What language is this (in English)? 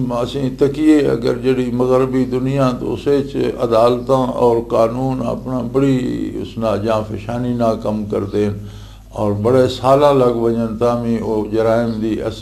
Western Panjabi